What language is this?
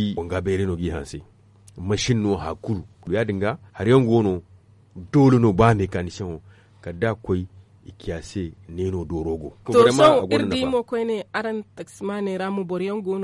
Zarma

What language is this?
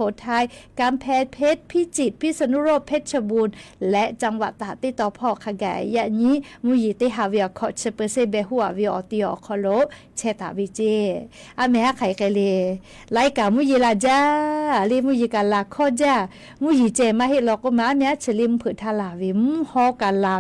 Lahu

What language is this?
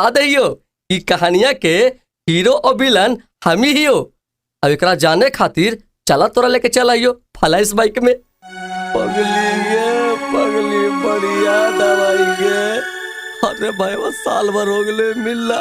Magahi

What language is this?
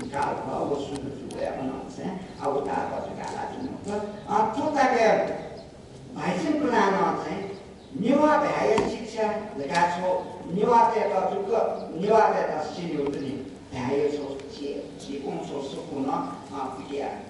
Newari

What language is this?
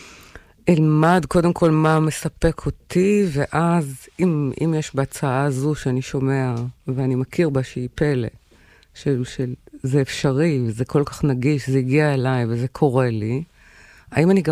Hebrew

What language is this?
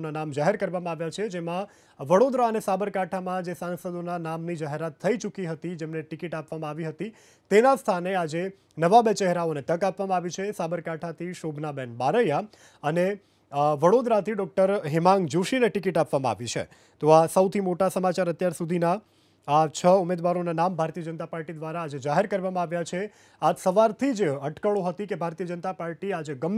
Gujarati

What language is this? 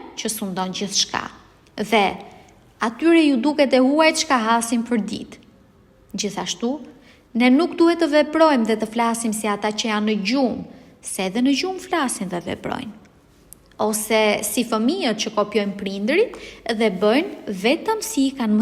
Albanian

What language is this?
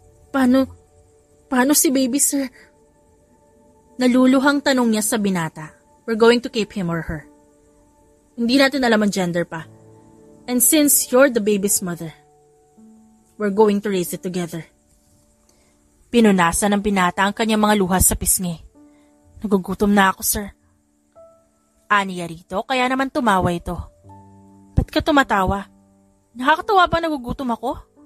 Filipino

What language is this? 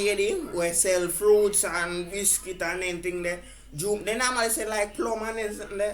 Jamaican Creole English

